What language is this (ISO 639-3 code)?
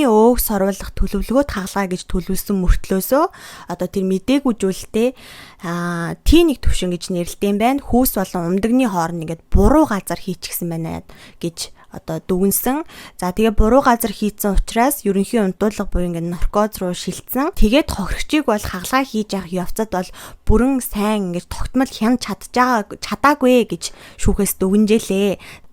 mon